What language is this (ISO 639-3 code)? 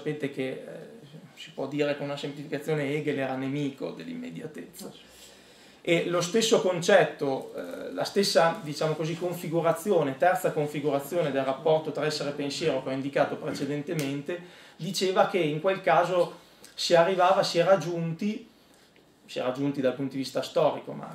ita